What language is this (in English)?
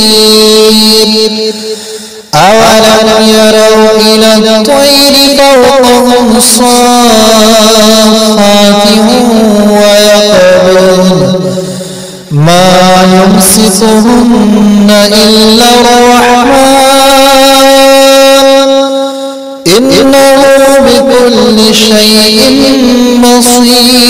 Arabic